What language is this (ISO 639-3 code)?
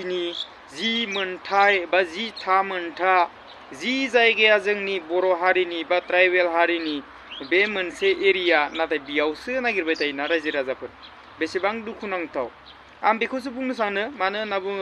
brx